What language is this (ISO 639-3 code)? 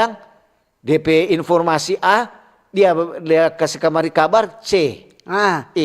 xmm